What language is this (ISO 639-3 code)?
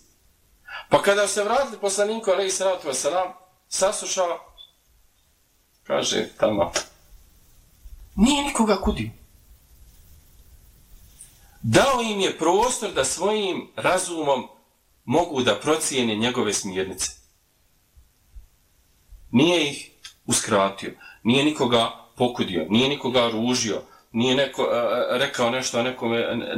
bos